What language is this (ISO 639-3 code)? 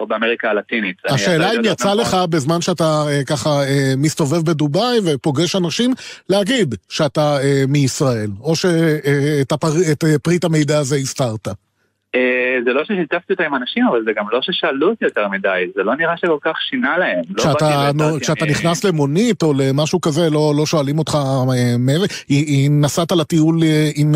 heb